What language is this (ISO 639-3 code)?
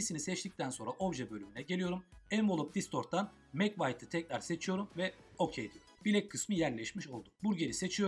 tur